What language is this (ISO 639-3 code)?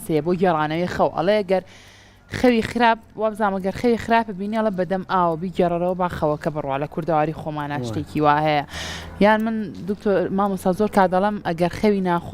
ckb